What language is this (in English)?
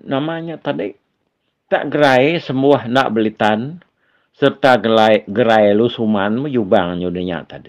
Iban